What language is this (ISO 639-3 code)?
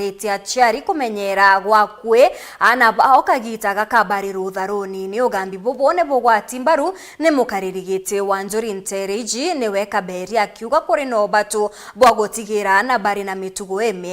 mer